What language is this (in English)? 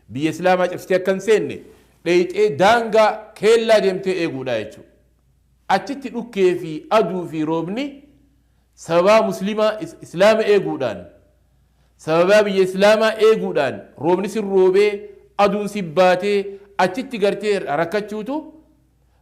Oromo